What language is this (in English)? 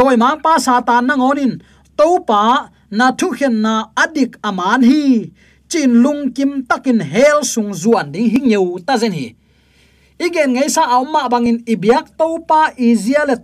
Tedim Chin